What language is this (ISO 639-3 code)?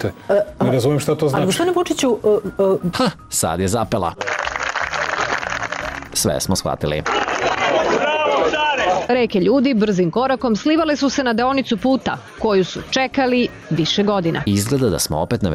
srp